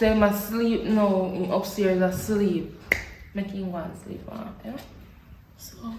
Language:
Jamaican Creole English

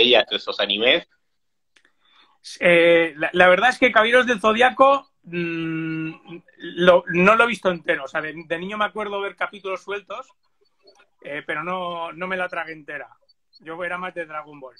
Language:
Spanish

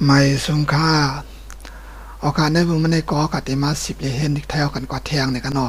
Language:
Shan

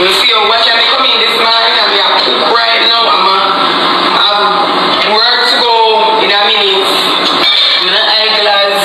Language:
Jamaican Creole English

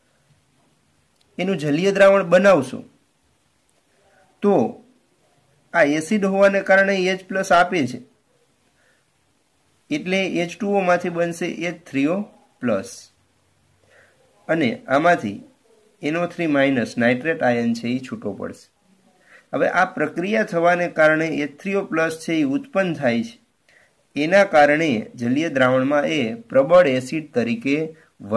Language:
Gujarati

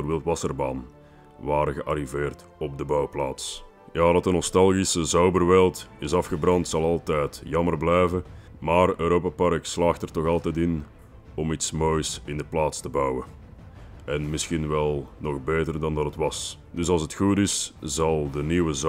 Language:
Dutch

